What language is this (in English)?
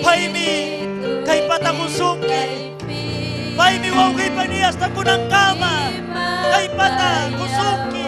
Ayacucho Quechua